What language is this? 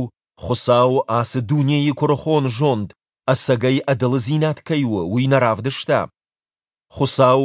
Ossetic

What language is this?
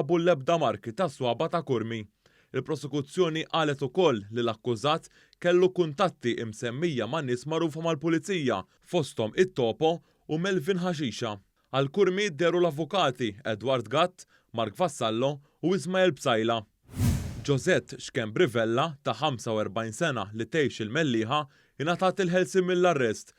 Maltese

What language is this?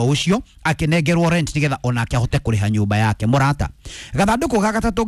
Kikuyu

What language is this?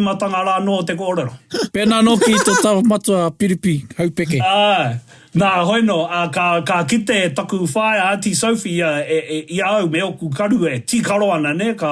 Māori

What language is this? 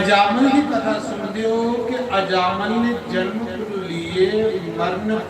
Dogri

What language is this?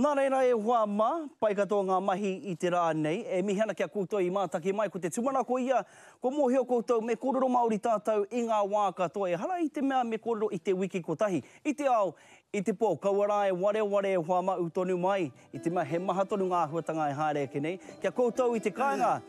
Māori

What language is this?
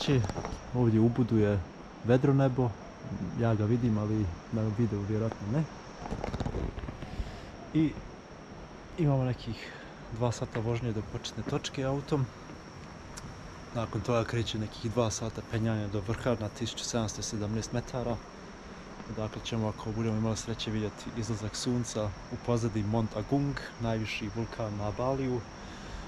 Croatian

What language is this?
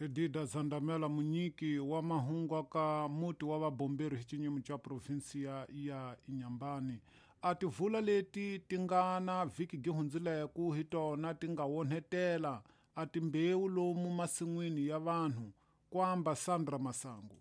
Tsonga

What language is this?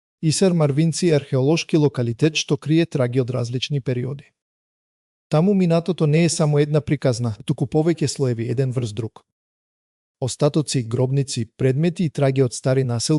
Macedonian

